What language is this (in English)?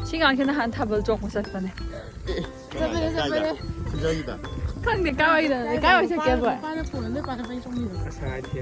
Manipuri